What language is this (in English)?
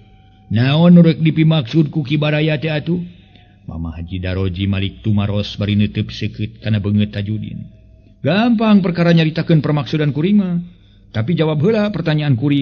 Sundanese